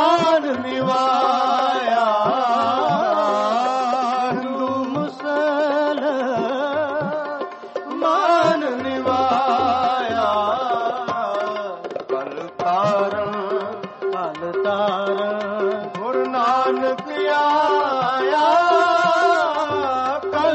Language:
Punjabi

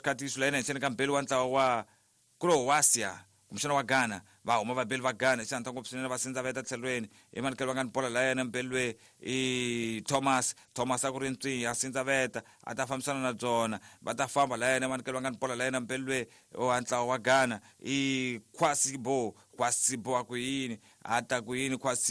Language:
Tsonga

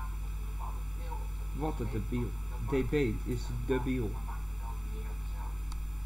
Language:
Dutch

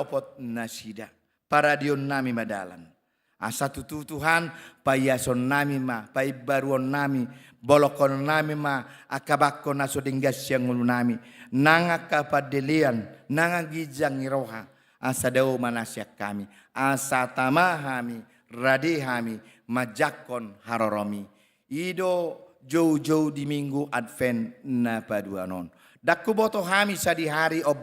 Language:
Batak Toba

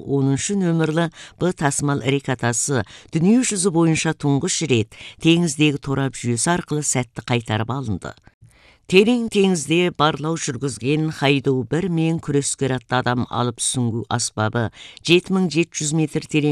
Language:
Kazakh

